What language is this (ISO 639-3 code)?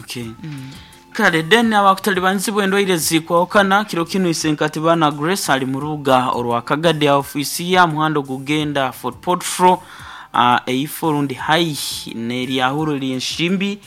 nyo